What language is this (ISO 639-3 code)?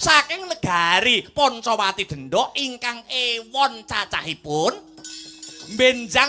jav